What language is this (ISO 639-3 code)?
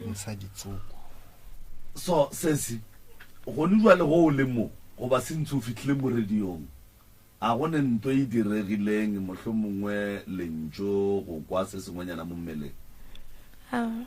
nso